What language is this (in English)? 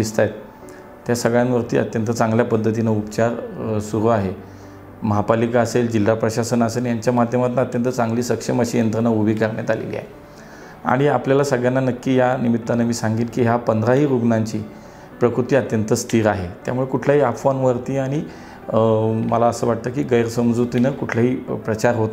Marathi